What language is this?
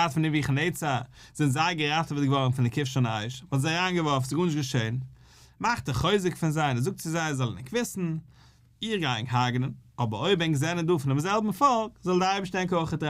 Yiddish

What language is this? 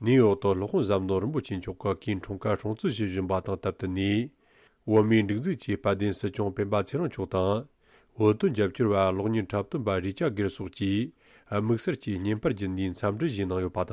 Tibetan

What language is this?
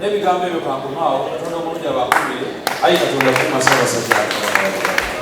Ganda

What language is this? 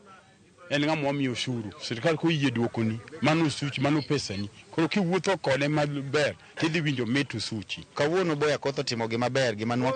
Luo (Kenya and Tanzania)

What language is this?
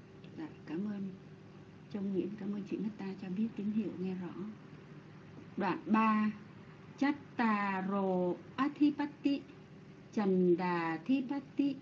Vietnamese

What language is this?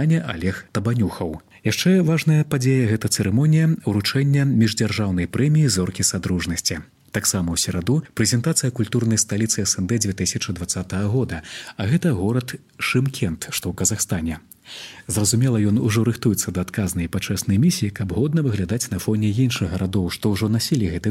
Belarusian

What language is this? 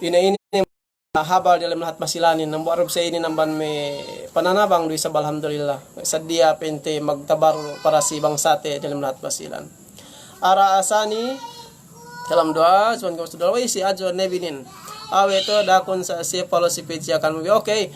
Yakan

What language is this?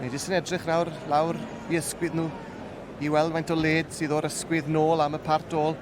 Welsh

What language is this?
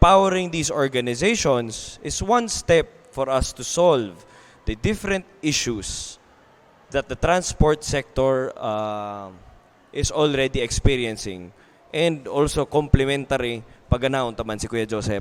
Bikol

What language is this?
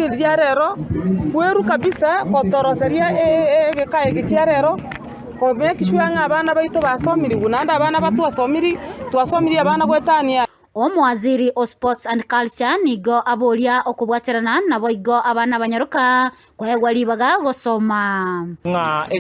Gusii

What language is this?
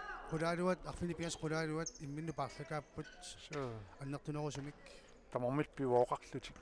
Kalaallisut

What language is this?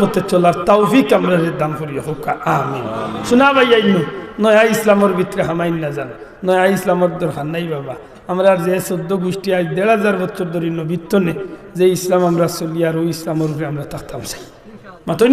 Sylheti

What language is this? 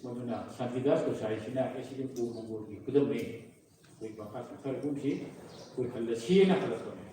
Manipuri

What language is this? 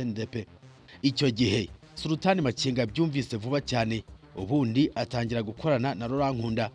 Kinyarwanda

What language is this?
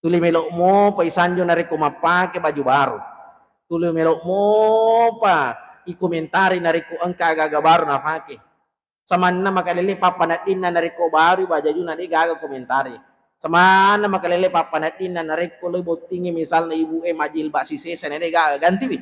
Buginese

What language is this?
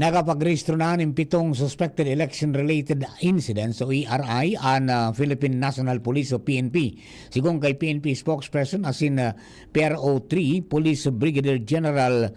Bikol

